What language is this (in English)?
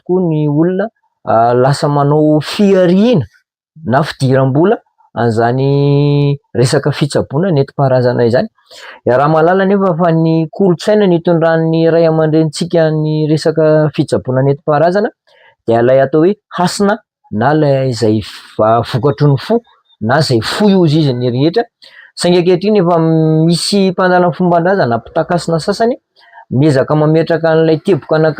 Malagasy